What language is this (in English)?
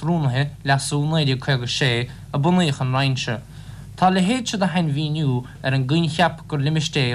Irish